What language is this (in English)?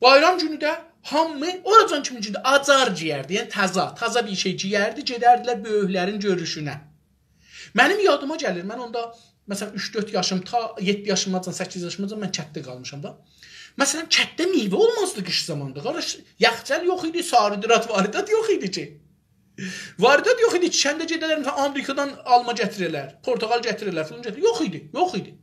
South Azerbaijani